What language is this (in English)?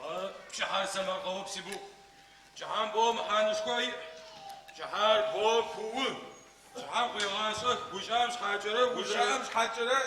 Adyghe